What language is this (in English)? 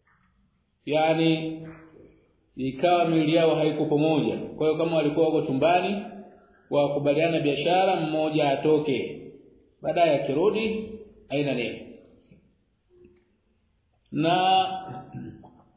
Swahili